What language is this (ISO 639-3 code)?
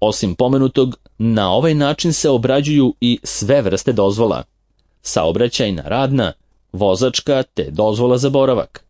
srp